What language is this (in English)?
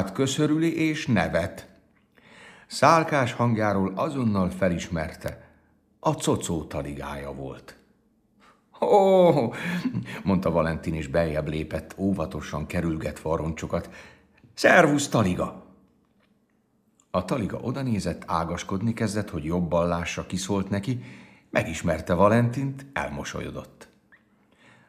Hungarian